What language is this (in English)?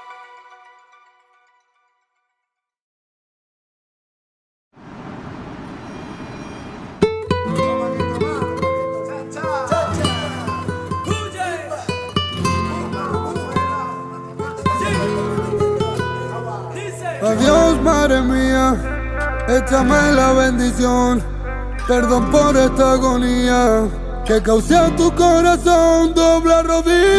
Spanish